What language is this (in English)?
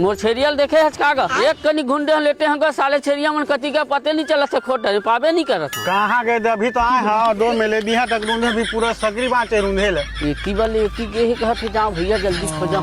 Chhattisgarhi